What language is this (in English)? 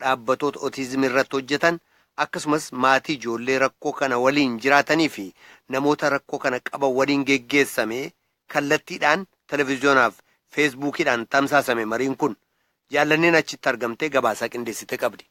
Oromo